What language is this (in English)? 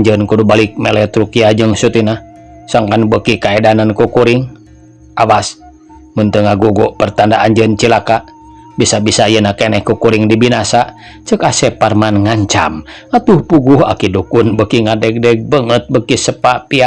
Sundanese